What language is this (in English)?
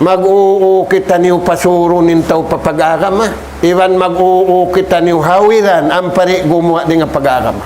Tausug